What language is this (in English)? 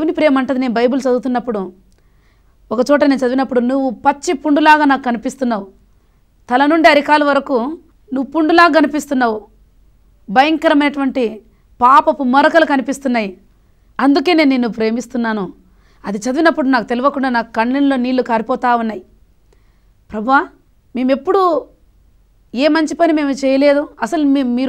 Telugu